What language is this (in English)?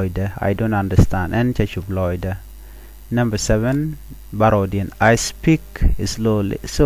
Nuer